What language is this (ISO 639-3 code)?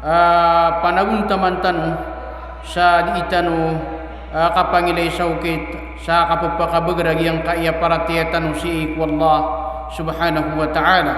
mrw